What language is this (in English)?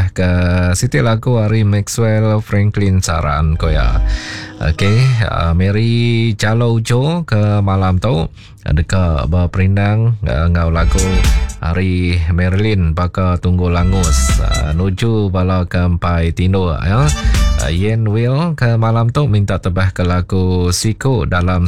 Iban